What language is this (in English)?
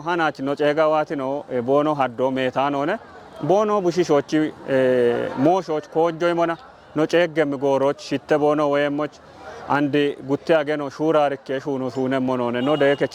Kafa